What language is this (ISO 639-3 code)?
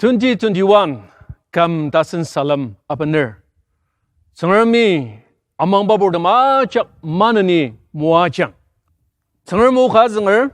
njo